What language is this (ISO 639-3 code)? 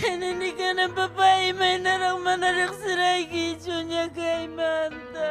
quy